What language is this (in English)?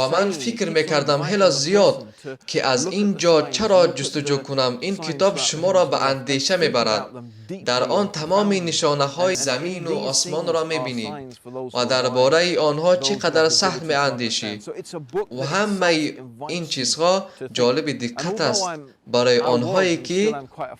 Tajik